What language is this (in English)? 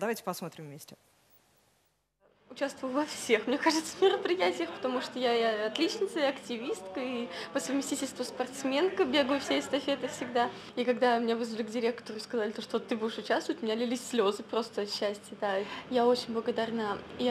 Russian